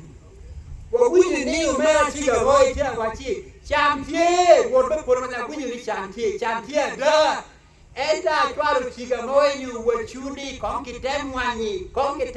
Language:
Acoli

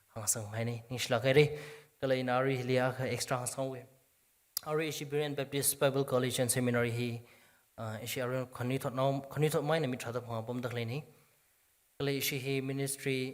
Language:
Tangkhul Naga (India)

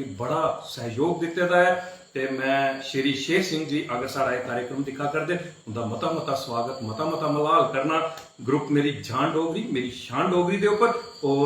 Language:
Dogri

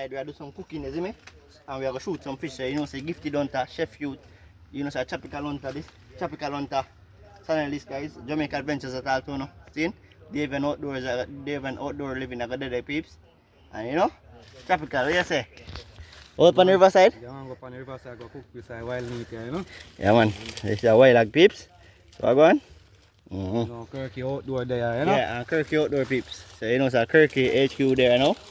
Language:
Jamaican Creole English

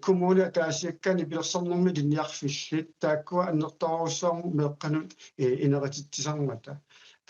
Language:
Kalaallisut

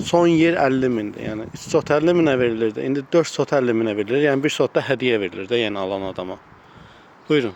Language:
Azerbaijani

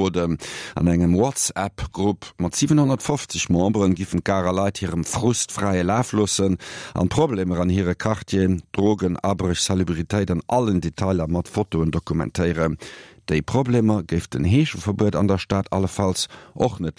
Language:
Luxembourgish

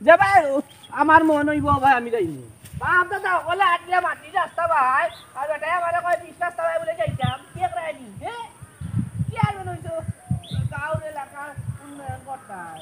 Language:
Sylheti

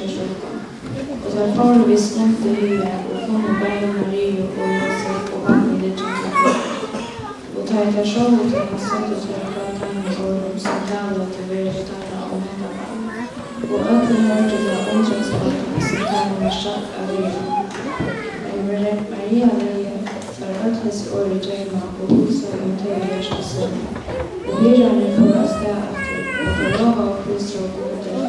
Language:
Faroese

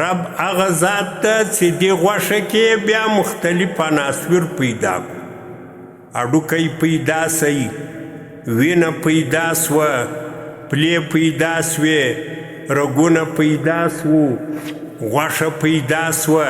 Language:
Pashto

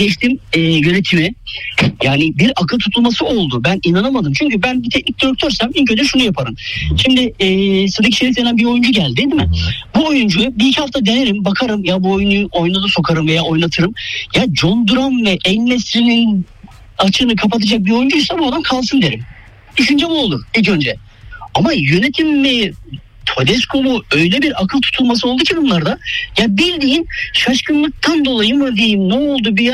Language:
Turkish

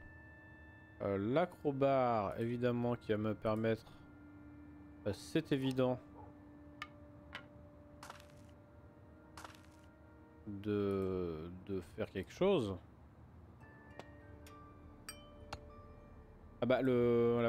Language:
French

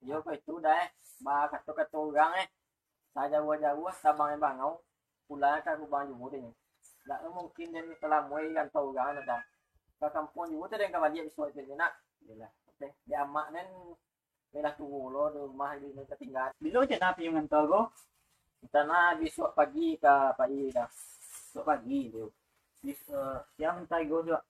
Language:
Minangkabau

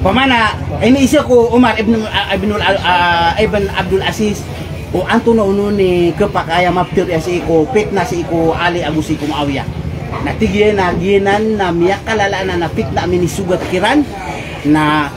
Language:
Maranao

